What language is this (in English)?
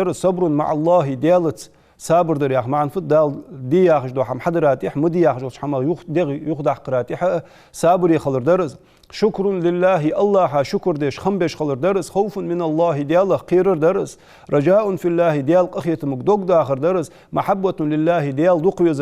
Ingush